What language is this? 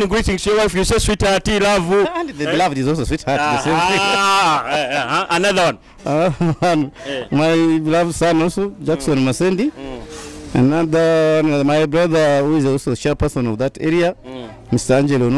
Nyoro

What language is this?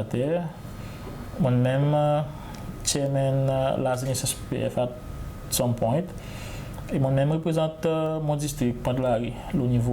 Seselwa Creole French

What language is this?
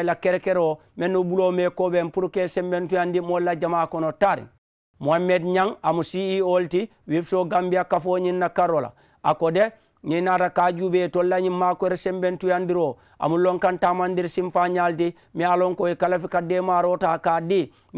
Mandingo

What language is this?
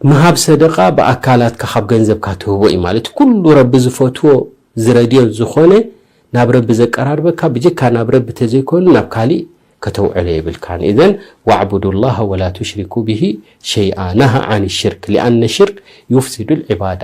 Tigrinya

